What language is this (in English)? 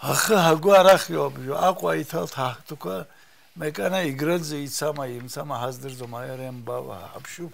Abkhazian